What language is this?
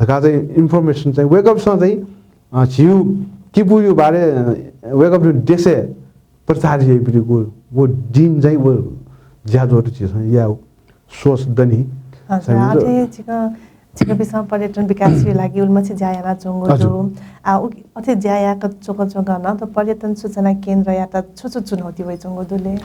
Newari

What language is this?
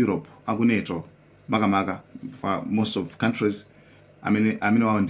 Nyanja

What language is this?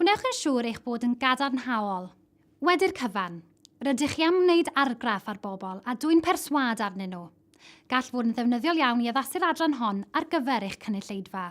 Welsh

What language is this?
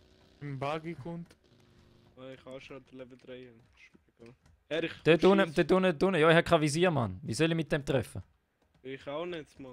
Swiss German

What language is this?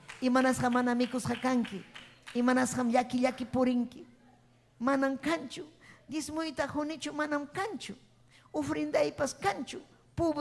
Ayacucho Quechua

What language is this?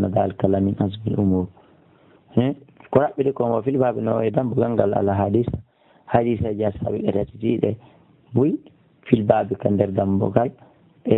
Fula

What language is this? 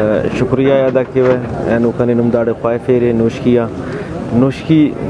Brahui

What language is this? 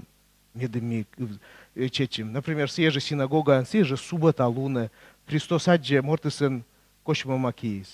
Komi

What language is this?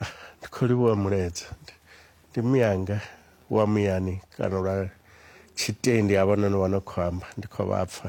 Venda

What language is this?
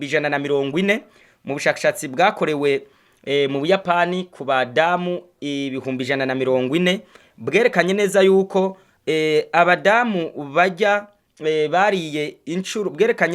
Rundi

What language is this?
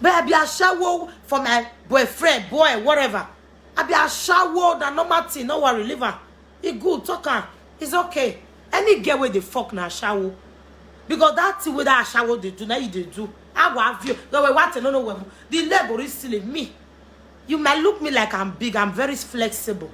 Nigerian Pidgin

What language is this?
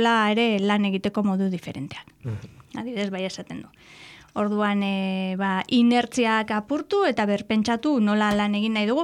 Basque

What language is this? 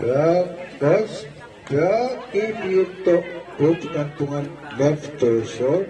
Pohnpeian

